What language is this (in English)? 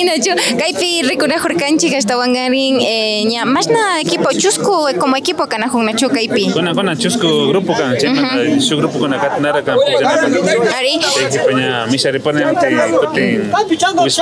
Imbabura Highland Quichua